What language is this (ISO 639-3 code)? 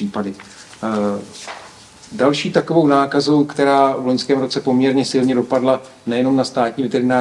ces